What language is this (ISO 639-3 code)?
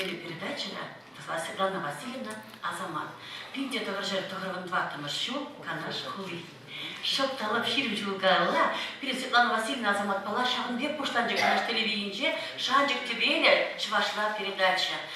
chv